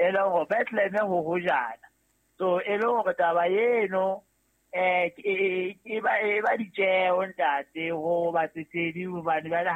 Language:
Southern Sotho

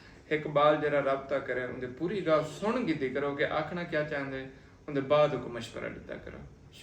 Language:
Saraiki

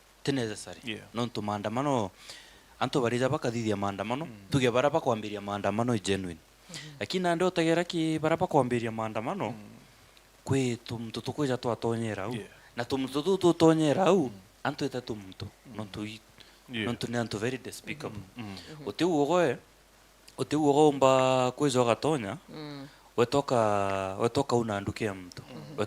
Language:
Meru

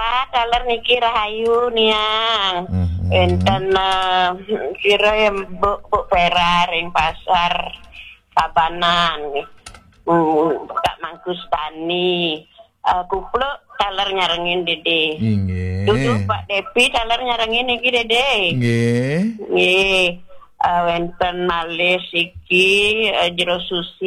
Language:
Balinese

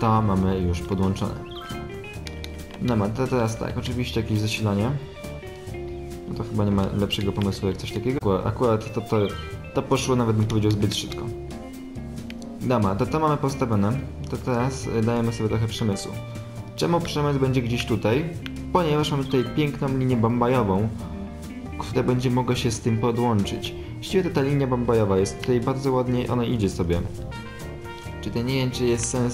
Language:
Polish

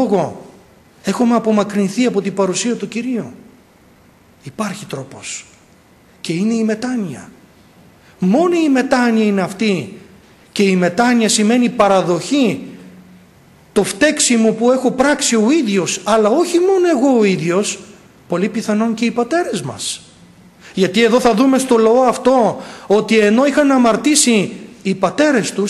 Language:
Greek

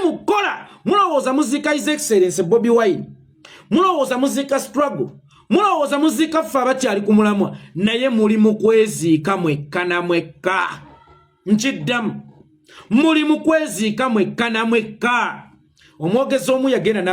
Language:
Ganda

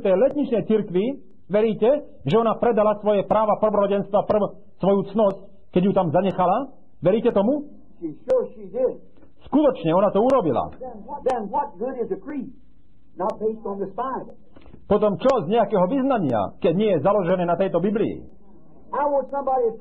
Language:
Slovak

